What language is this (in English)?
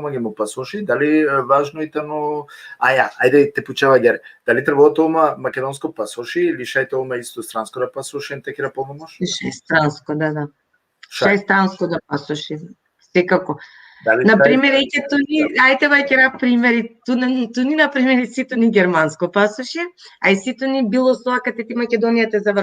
Balkan Romani